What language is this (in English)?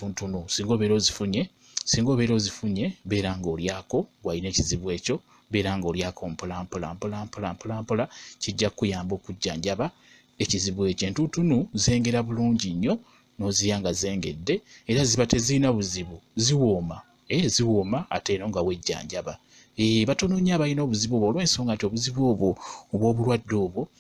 Ganda